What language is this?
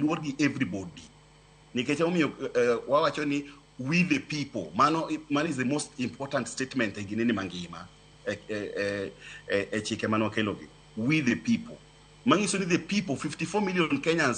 Luo (Kenya and Tanzania)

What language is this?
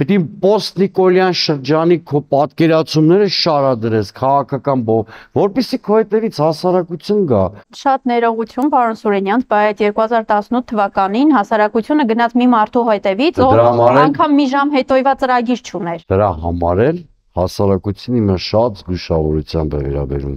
Armenian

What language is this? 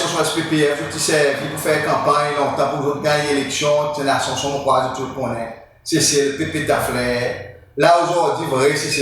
Seselwa Creole French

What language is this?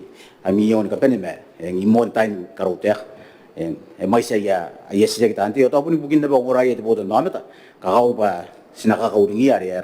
Gilbertese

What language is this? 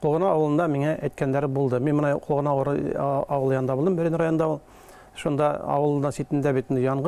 Bashkir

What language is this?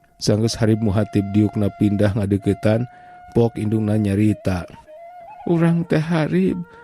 Sundanese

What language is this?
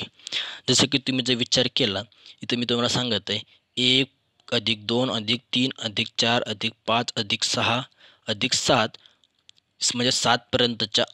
Marathi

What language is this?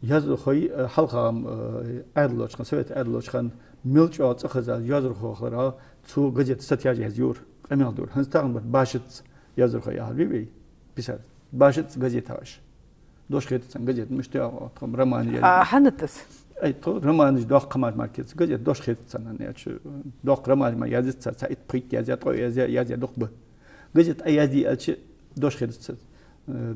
Ingush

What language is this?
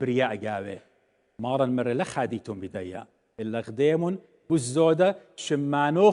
Assyrian Neo-Aramaic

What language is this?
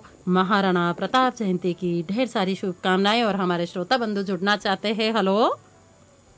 Hindi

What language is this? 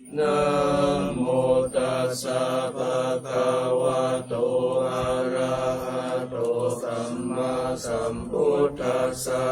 Pali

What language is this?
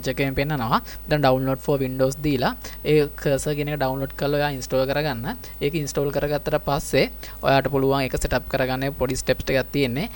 Sinhala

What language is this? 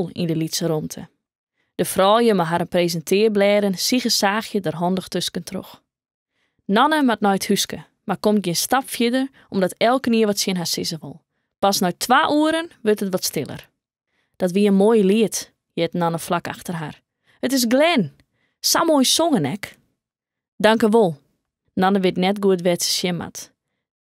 Western Frisian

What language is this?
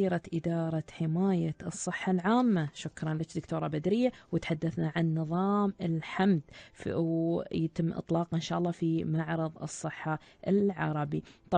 Arabic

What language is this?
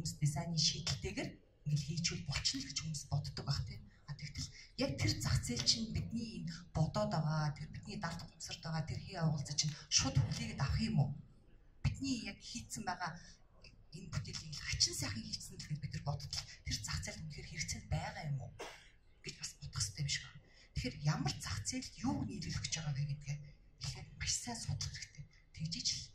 Mongolian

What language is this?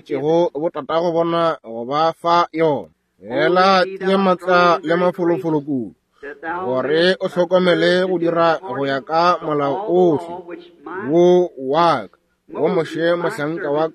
Northern Sotho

